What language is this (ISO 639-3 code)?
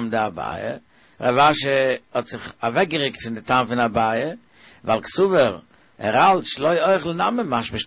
yid